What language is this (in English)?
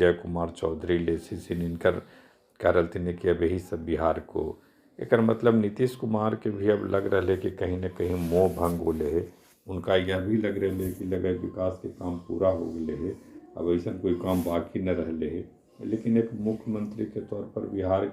Magahi